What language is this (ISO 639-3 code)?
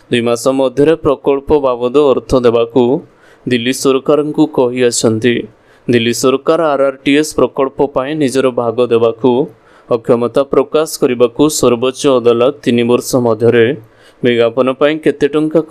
ori